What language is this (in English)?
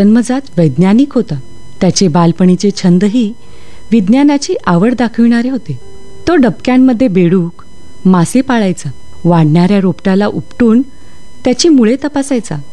Marathi